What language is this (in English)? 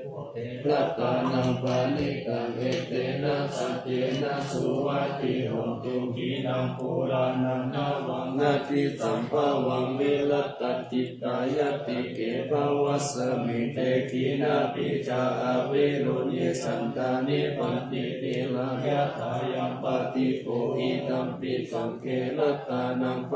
Pali